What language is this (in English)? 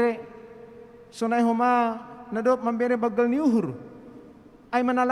Batak Simalungun